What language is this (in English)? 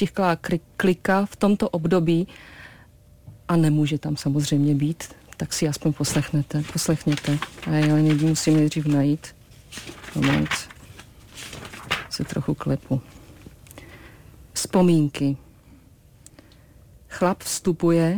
Czech